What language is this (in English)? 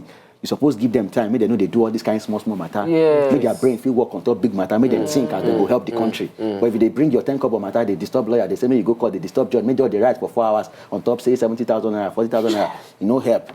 Nigerian Pidgin